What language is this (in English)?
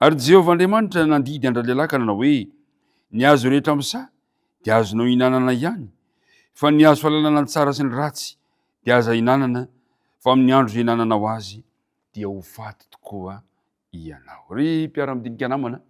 Malagasy